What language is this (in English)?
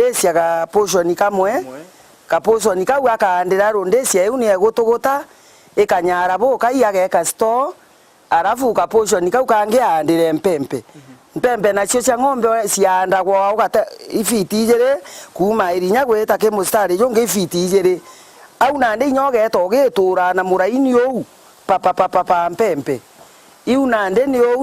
Meru